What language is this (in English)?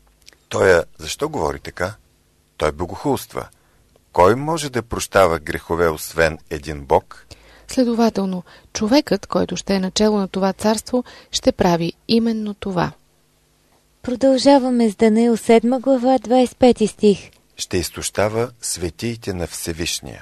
Bulgarian